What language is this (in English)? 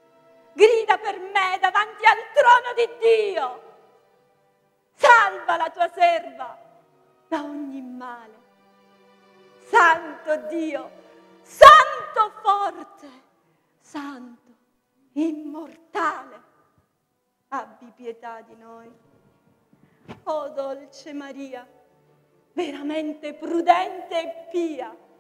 Italian